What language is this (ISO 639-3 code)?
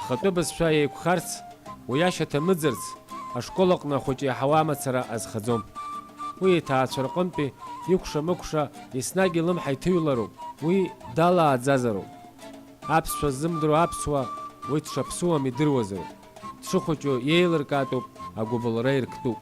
abk